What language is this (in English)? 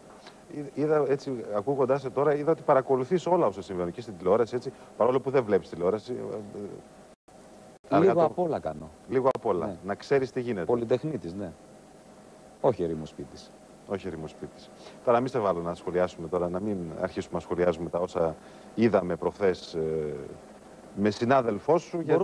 Greek